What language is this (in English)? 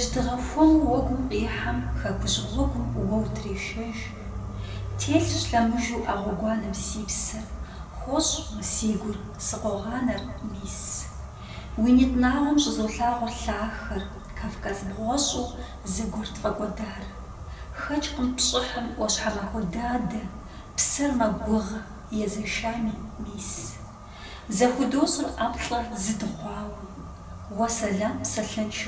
Kabardian